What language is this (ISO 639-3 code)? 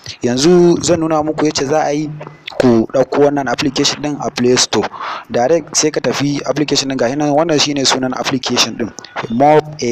hau